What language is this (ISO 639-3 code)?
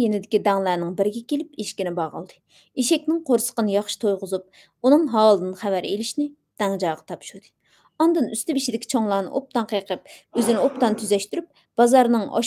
uig